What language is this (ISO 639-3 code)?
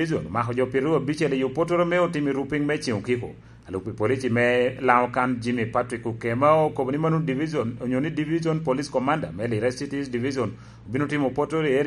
laj